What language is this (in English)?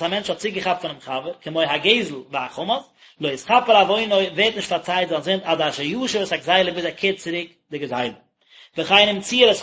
Yiddish